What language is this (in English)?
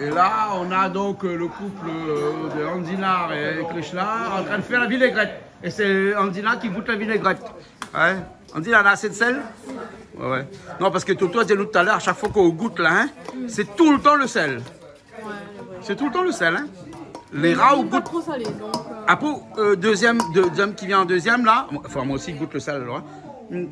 Réunion Creole French